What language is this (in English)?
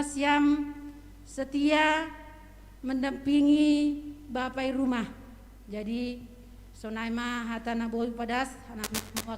Batak Simalungun